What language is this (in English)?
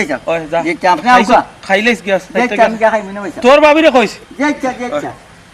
Sylheti